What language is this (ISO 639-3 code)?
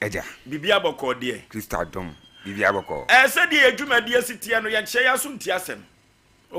aka